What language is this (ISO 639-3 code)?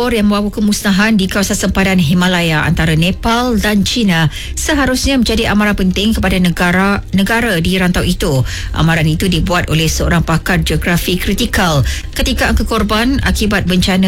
msa